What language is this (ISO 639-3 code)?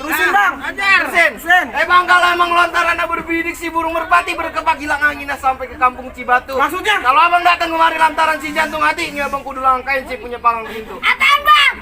bew